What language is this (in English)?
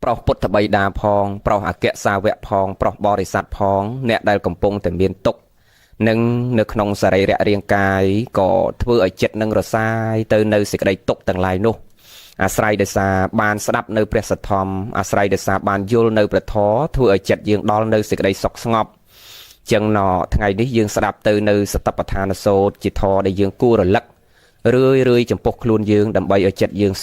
Khmer